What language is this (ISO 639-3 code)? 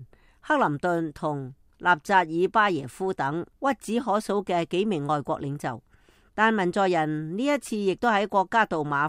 yue